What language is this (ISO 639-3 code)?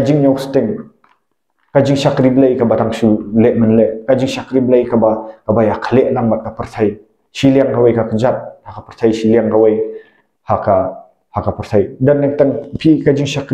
kha